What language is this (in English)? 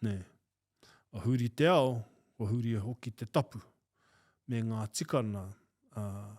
Māori